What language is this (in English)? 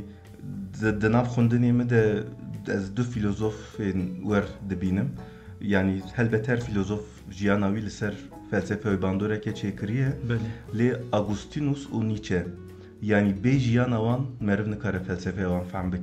Kurdish